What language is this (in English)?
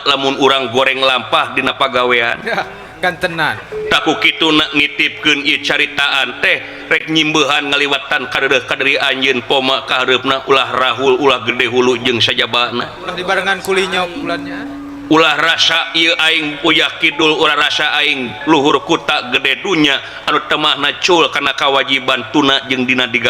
Sundanese